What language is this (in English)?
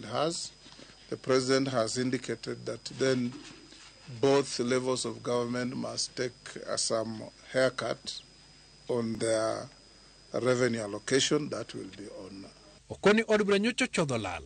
Luo (Kenya and Tanzania)